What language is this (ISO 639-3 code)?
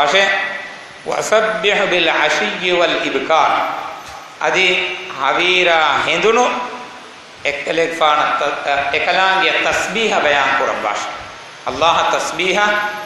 div